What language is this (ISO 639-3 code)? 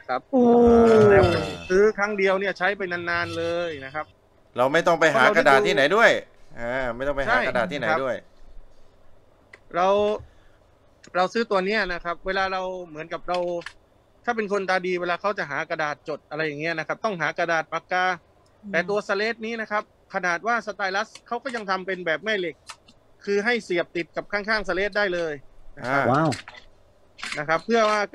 tha